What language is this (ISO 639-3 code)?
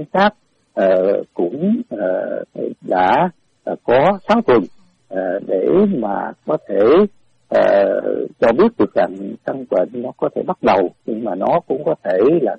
vie